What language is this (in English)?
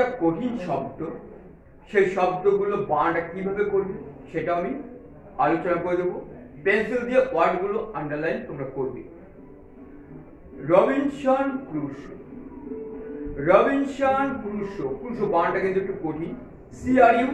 Bangla